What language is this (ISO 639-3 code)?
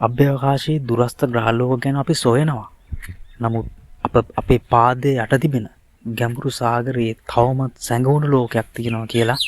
sin